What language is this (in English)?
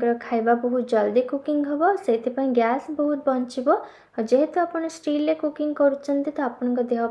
Odia